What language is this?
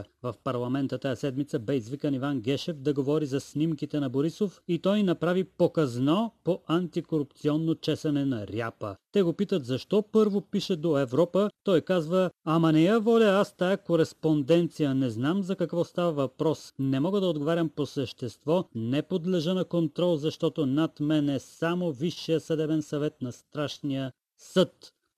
Bulgarian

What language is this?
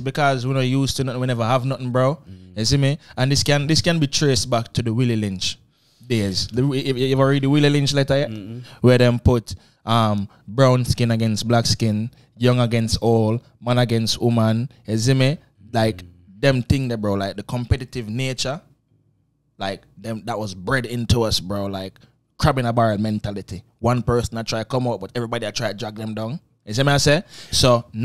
Jamaican Creole English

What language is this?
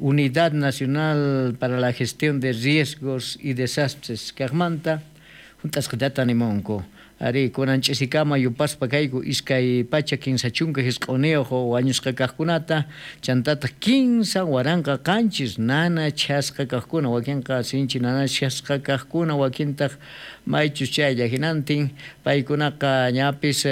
South Bolivian Quechua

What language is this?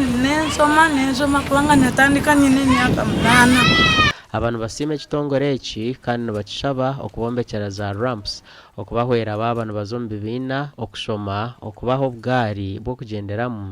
Nyankole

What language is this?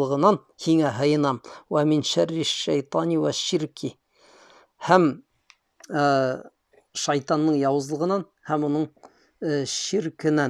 Bashkir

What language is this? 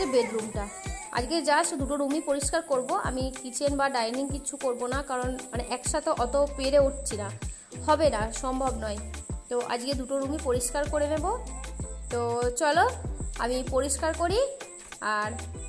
Bangla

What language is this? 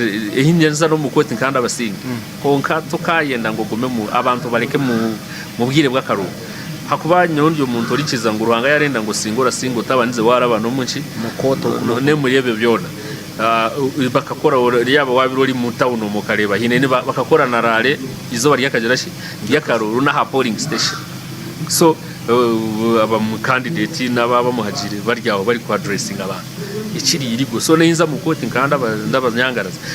Nyankole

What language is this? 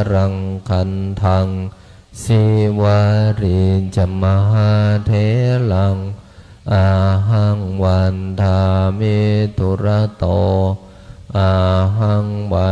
Pali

